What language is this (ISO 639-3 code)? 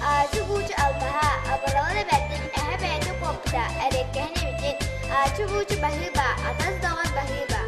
sah